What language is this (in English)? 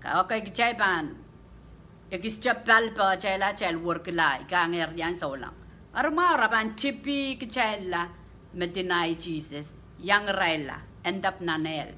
Pohnpeian